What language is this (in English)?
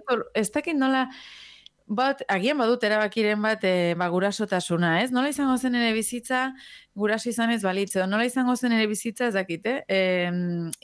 Basque